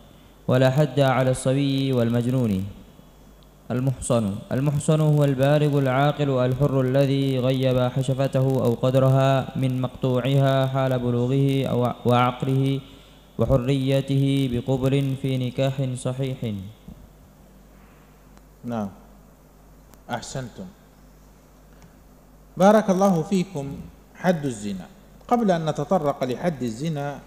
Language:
Arabic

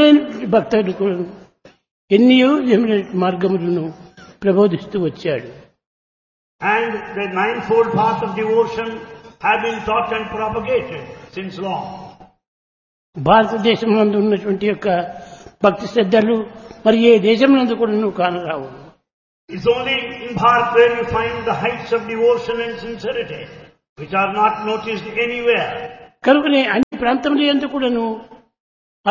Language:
Telugu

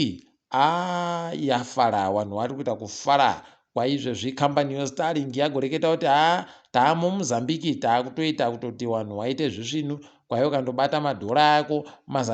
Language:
Ndau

